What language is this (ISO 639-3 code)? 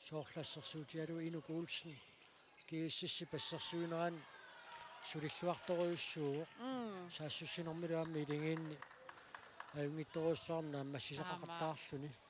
kal